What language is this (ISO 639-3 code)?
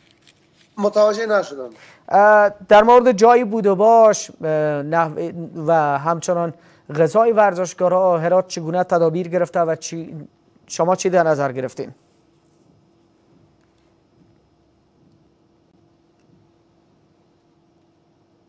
fas